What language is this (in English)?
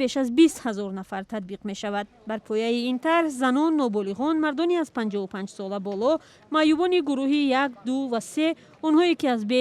Tajik